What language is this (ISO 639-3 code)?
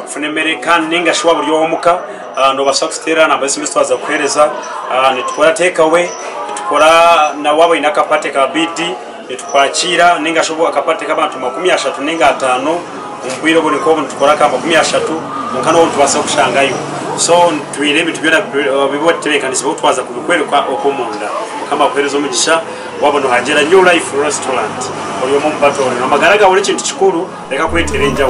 nyn